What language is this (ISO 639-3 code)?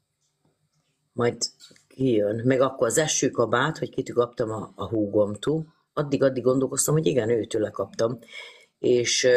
hun